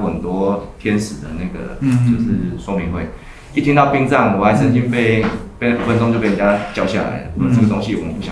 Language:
Chinese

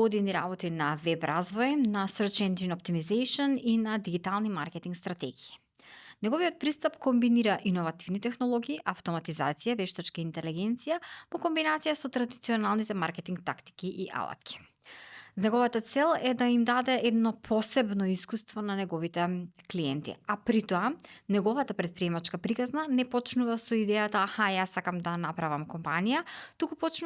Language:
Macedonian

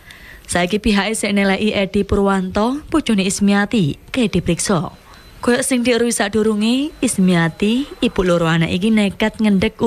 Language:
Javanese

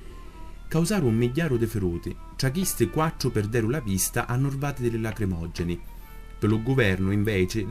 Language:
Sicilian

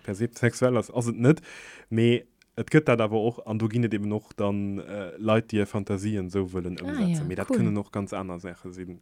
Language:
Luxembourgish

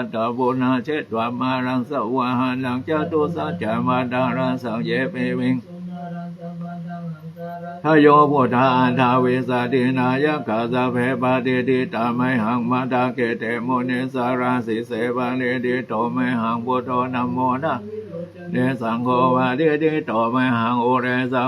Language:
Pali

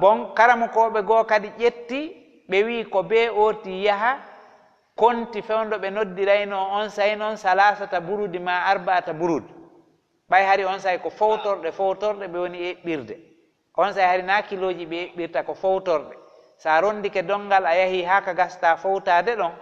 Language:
Fula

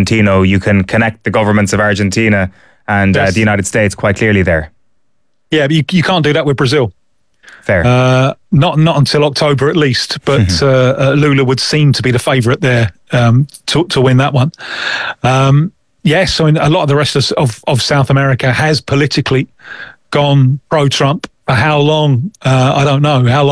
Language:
English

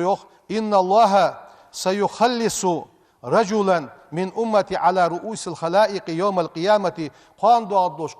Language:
Ingush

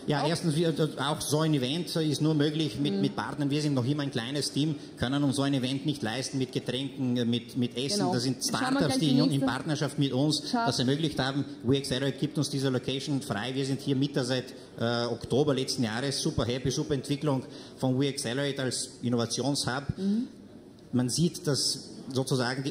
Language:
German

